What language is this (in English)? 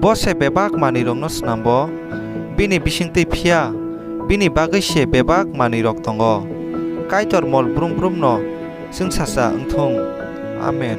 Kok Borok